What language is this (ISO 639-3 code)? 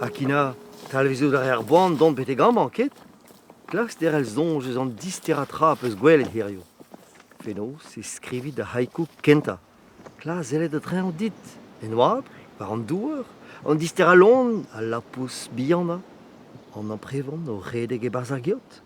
bre